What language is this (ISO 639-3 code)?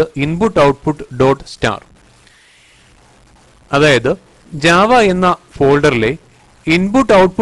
mal